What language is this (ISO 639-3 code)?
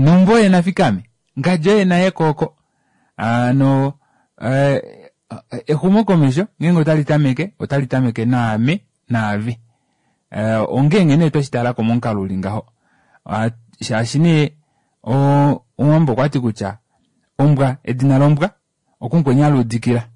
kua